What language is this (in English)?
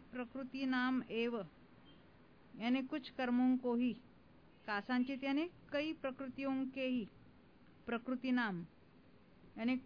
Hindi